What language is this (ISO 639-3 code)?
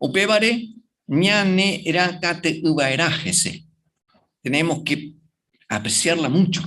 grn